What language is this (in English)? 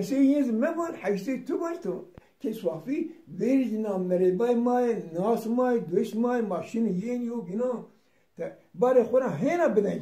Zaza